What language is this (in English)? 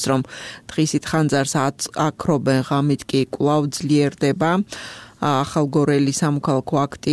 Georgian